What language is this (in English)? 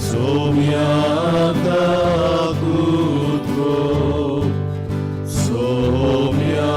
Konkani